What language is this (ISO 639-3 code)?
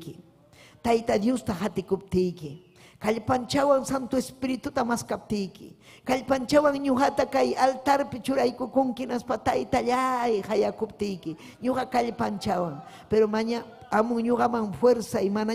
quy